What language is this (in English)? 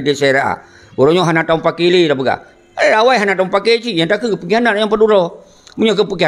Achinese